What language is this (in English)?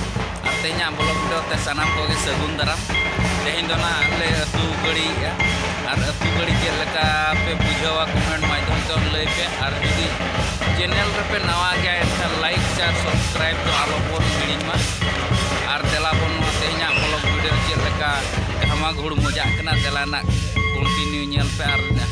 Santali